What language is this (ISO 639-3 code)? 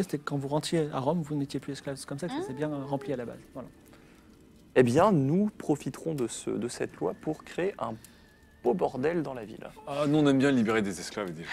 fra